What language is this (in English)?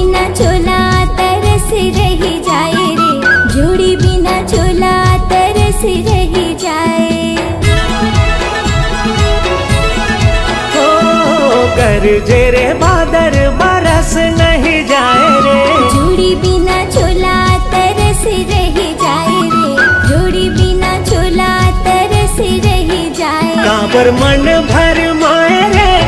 Chhattisgarhi